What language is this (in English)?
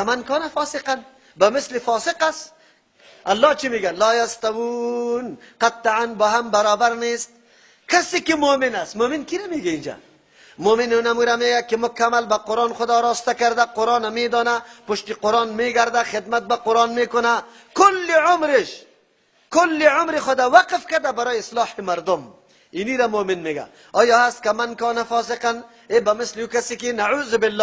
Persian